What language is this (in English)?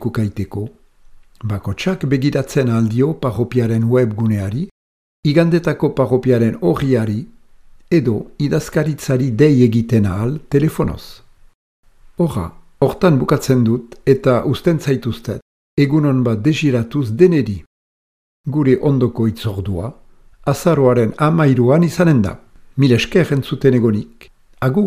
Basque